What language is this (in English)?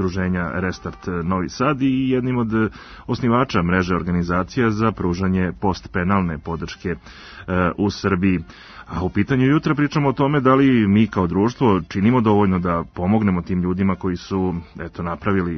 Serbian